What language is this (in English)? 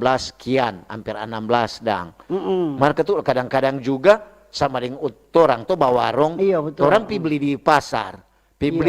Manado Malay